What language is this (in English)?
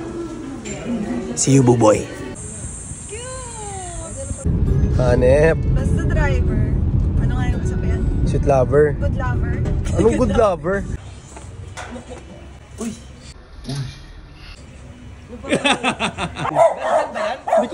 Filipino